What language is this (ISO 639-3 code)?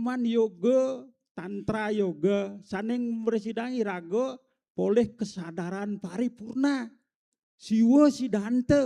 ban